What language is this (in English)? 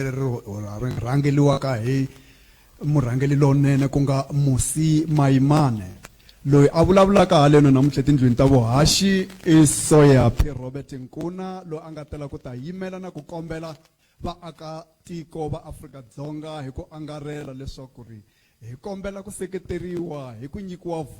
Tsonga